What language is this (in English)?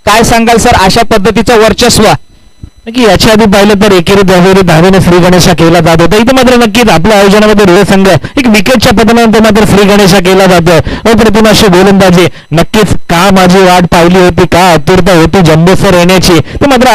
Marathi